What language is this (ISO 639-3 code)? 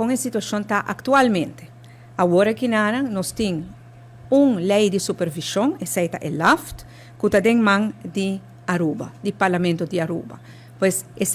pap